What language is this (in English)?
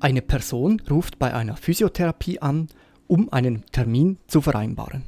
Swiss German